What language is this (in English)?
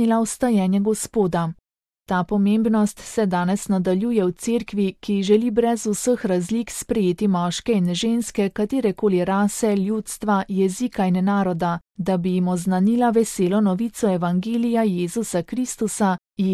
Slovenian